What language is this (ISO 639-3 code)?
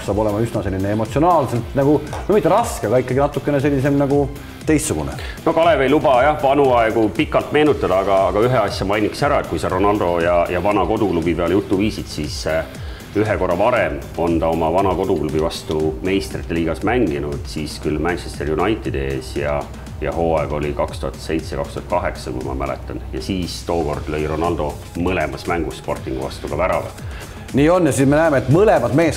est